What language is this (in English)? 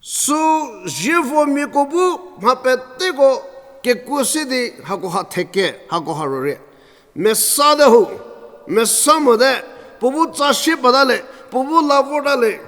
Angami Naga